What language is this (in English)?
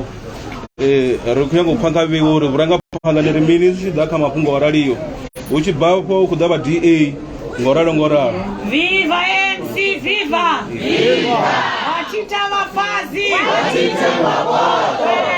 Venda